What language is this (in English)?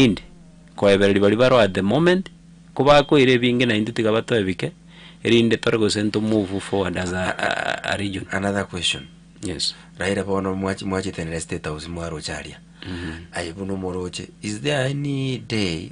Gusii